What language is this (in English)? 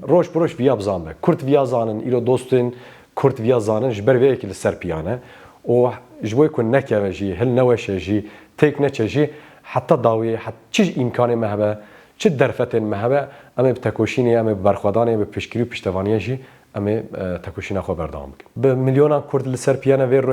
Kurdish